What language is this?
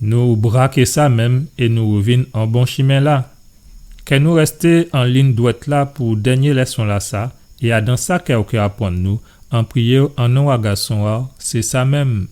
Guadeloupean Creole French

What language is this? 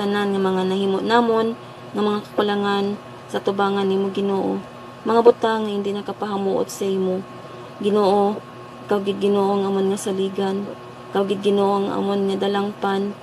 Hiligaynon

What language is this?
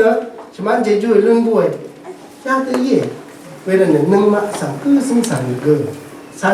Rawang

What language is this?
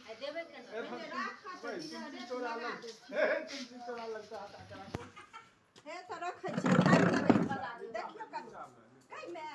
Maithili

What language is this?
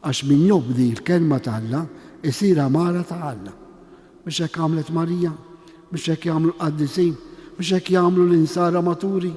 Maltese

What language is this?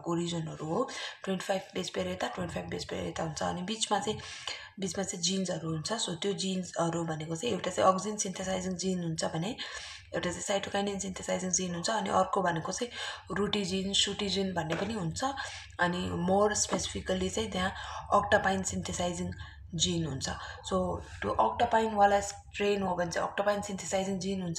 Nepali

